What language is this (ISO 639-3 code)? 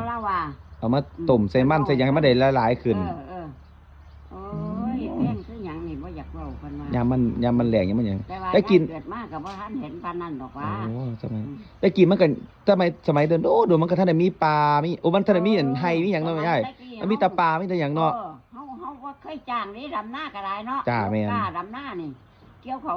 tts